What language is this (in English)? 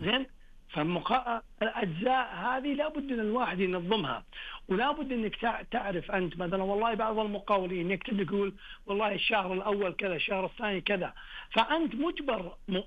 Najdi Arabic